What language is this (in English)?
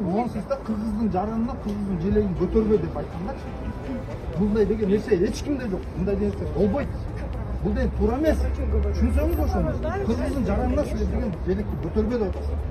Kyrgyz